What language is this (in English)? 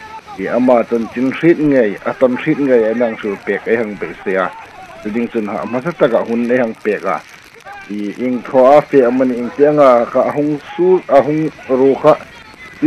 Hmar